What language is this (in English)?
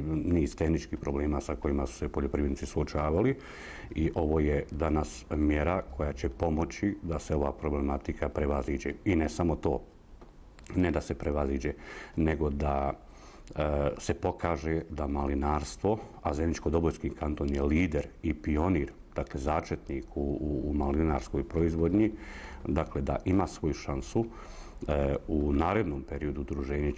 Bosnian